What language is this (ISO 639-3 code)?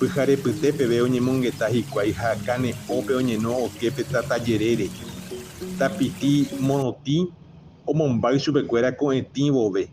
grn